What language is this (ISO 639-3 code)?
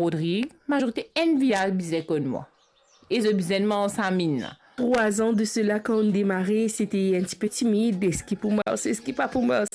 mfe